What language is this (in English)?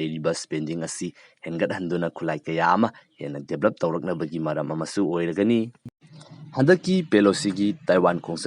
Manipuri